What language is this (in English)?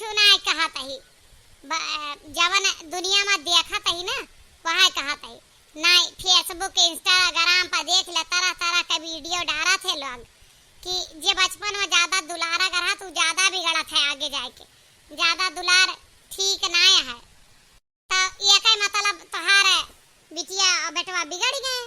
Awadhi